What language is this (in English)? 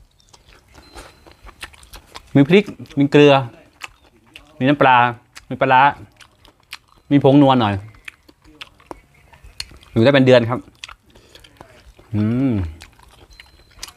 Thai